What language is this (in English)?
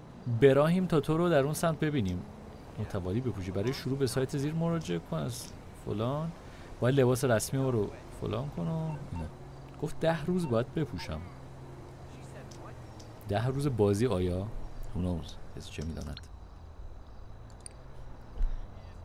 Persian